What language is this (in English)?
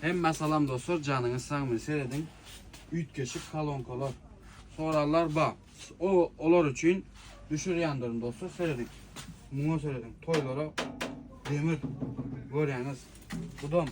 Turkmen